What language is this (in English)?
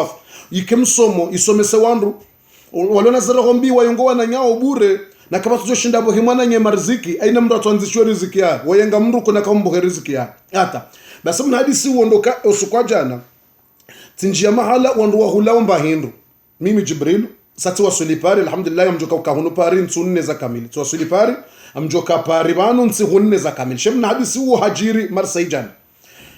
Ngazidja Comorian